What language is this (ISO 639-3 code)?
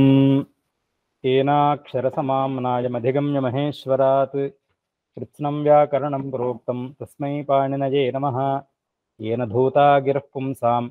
san